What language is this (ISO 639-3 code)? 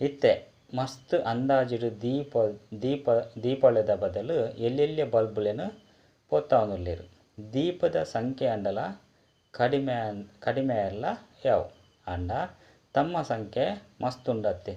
tcy